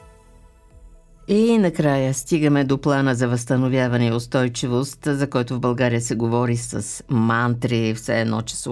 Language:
Bulgarian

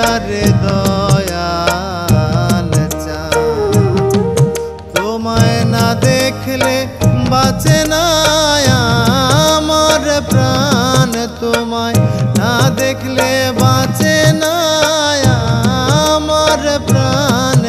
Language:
Bangla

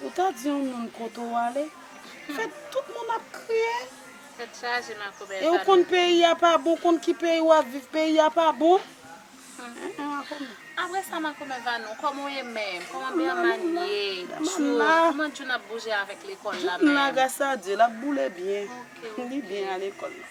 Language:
Haitian Creole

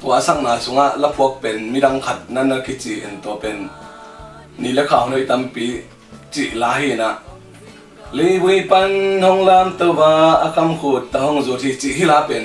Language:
Tedim Chin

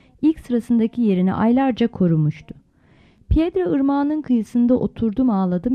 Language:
Turkish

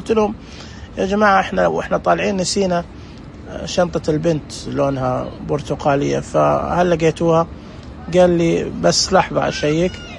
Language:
Najdi Arabic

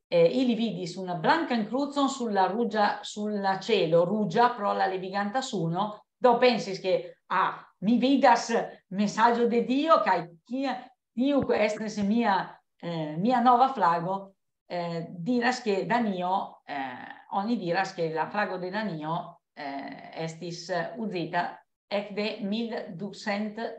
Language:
Esperanto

